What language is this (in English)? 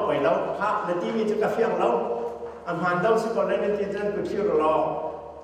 Hakha Chin